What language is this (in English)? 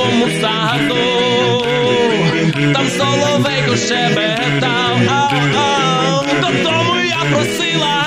Ukrainian